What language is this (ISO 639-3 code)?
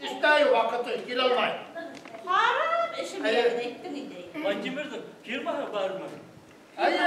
bak